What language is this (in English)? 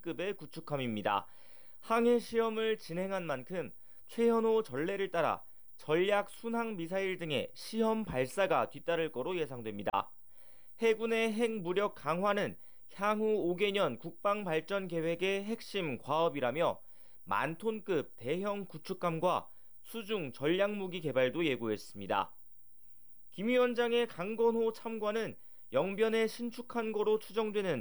Korean